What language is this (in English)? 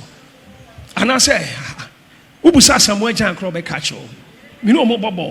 Akan